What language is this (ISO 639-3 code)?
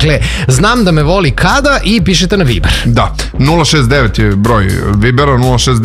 srp